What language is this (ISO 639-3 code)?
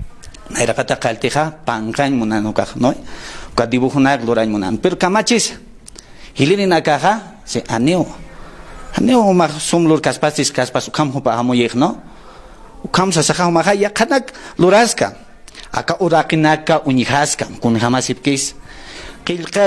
aym